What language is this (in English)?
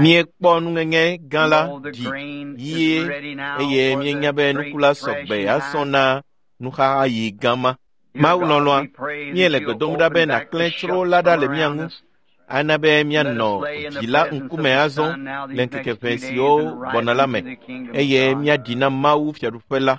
Ewe